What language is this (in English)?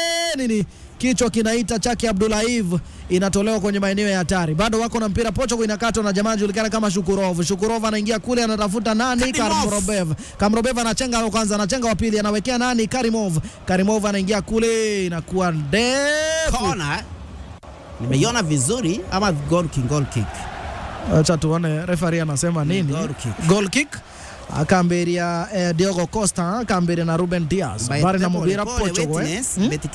Swahili